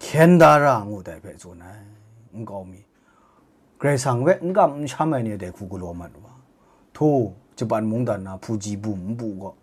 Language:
Kachin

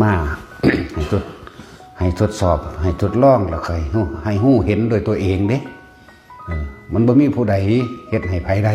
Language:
Northeastern Thai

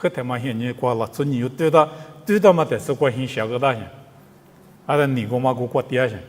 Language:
Lisu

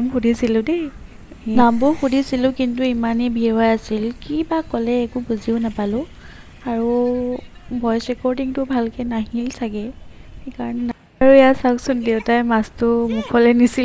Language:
Assamese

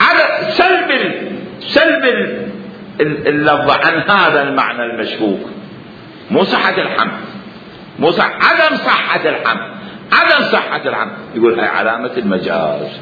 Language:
Mesopotamian Arabic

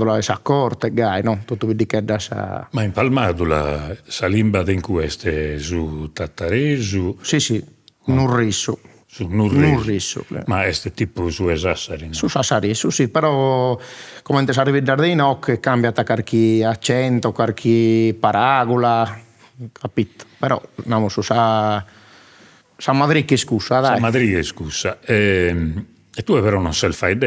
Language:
Sardinian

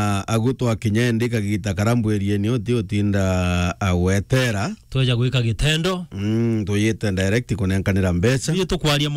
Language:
Meru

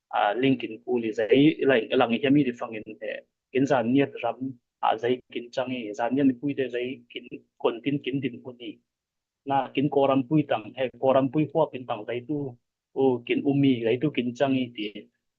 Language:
Falam Chin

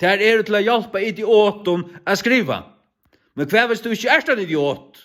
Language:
Faroese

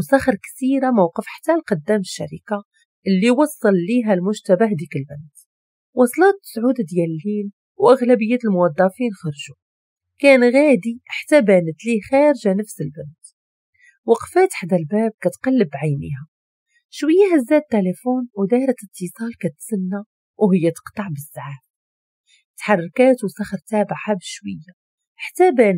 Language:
Moroccan Arabic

